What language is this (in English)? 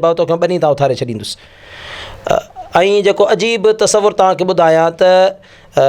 Sindhi